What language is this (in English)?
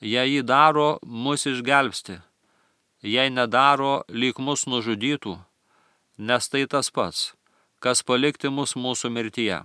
Lithuanian